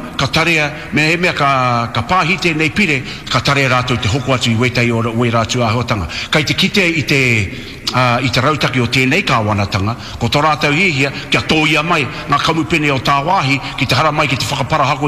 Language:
Māori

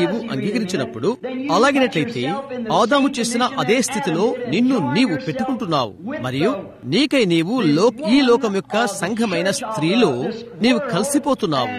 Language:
Telugu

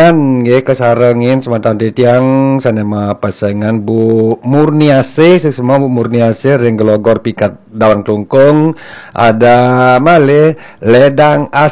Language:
Balinese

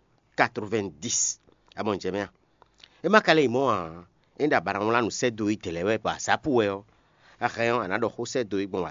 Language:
Fon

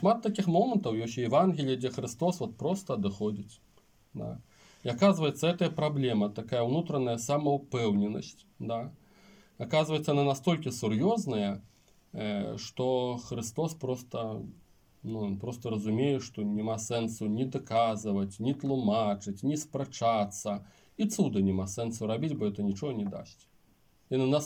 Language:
Belarusian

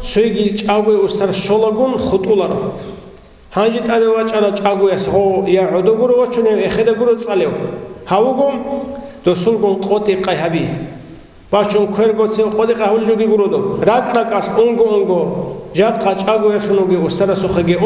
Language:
Avaric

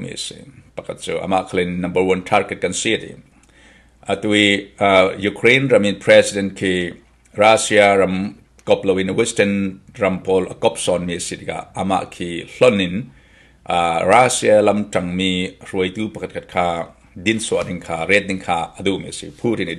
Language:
Falam Chin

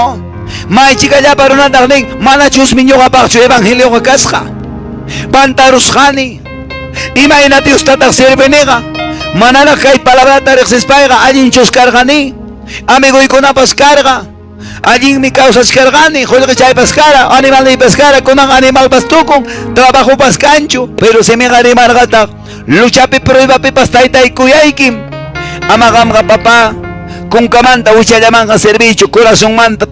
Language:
Quechua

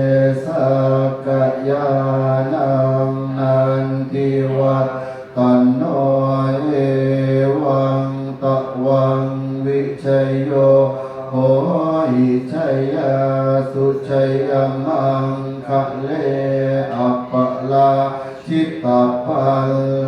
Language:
Pali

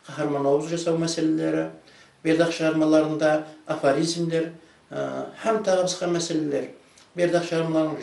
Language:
Kara-Kalpak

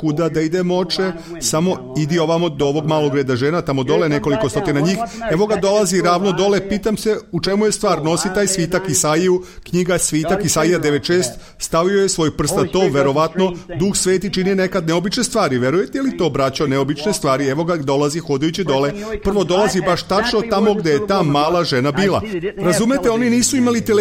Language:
Serbian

